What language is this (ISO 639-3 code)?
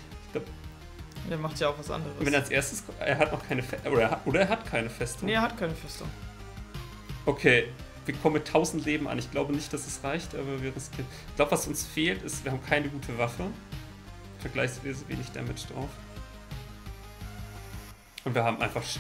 deu